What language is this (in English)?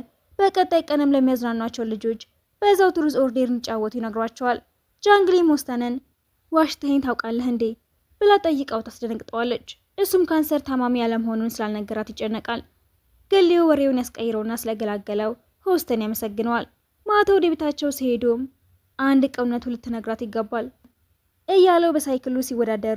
Amharic